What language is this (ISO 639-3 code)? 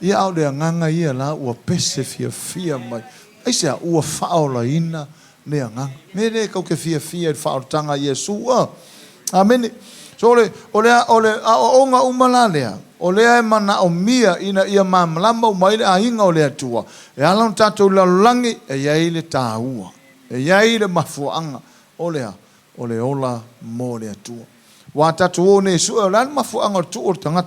smo